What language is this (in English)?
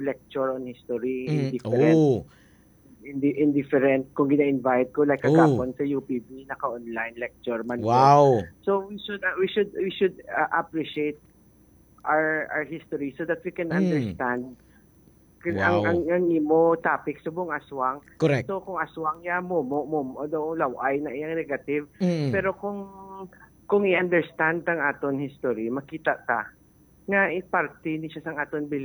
Hiligaynon